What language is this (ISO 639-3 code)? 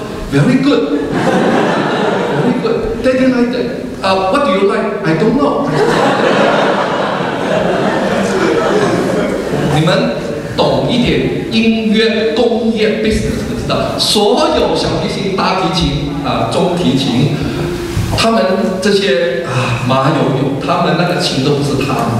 zho